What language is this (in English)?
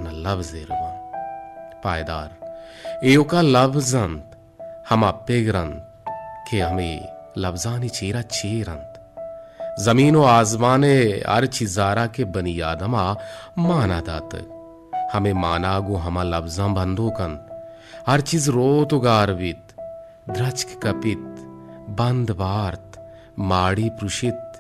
Baluchi